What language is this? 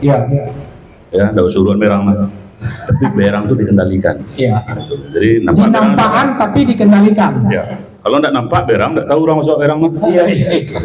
Minangkabau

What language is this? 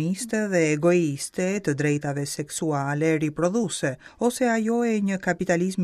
Albanian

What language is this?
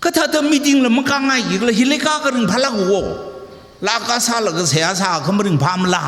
Tangkhul Naga (India)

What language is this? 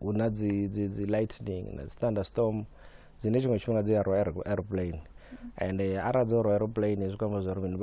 Venda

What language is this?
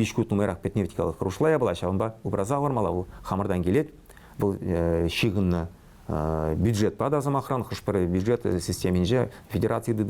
Chuvash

